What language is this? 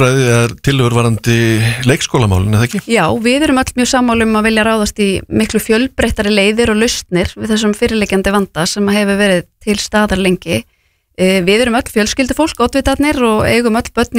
Icelandic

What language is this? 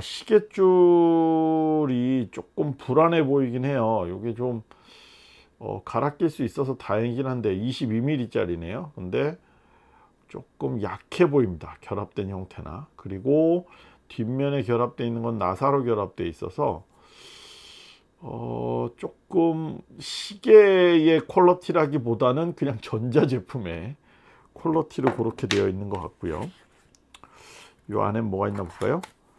Korean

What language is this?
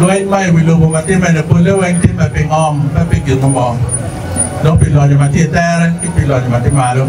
Acoli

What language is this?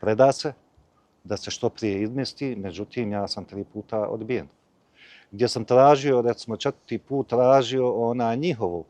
Bosnian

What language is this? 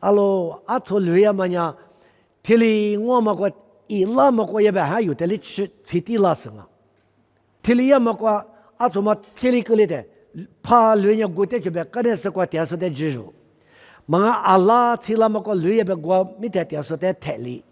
Lisu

